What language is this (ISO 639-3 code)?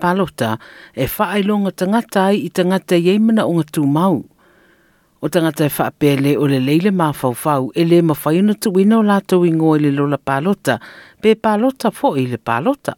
smo